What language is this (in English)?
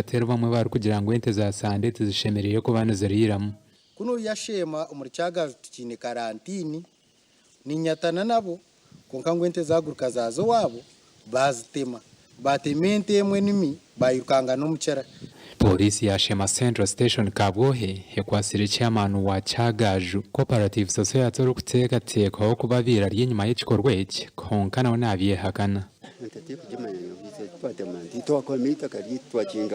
Nyankole